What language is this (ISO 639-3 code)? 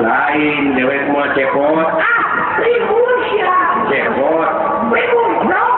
sun